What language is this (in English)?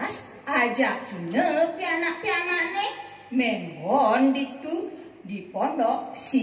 Balinese